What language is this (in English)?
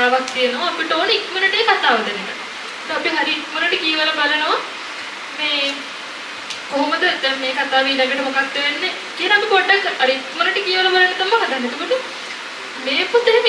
Sinhala